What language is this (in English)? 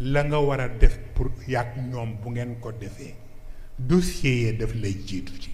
Wolof